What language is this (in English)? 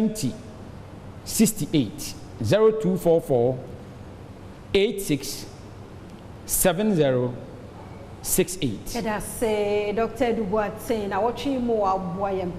Akan